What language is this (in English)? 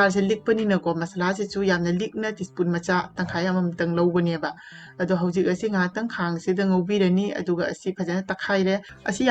Manipuri